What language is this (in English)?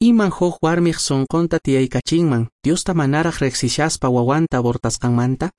Quechua